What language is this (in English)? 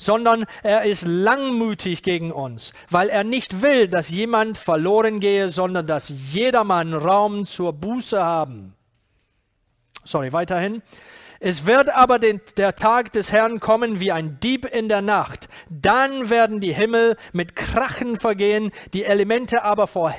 German